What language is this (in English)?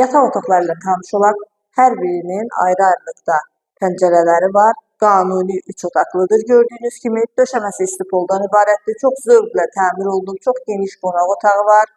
Azerbaijani